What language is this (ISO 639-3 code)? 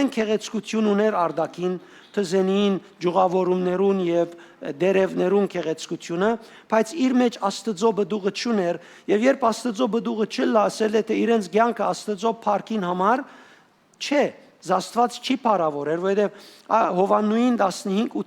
hyw